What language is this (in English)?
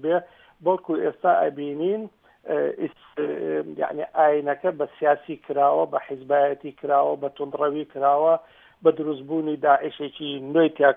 Central Kurdish